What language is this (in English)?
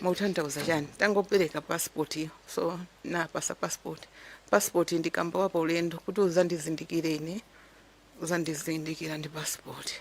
Nyanja